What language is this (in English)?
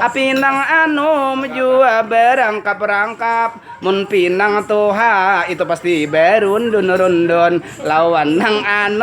Banjar